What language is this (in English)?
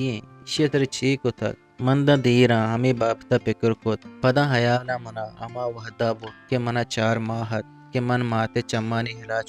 Eastern Balochi